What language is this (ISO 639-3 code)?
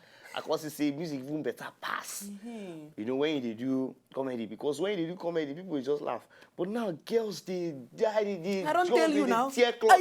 pcm